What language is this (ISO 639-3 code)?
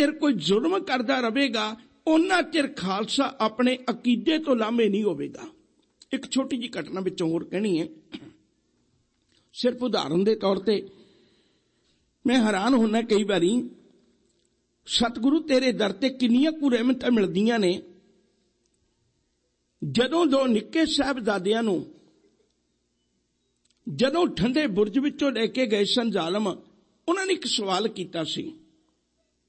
pan